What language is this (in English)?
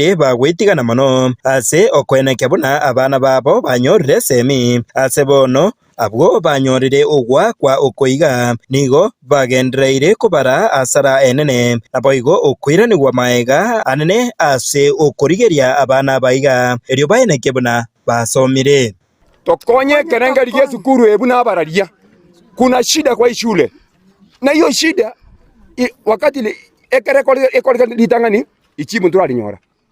Gusii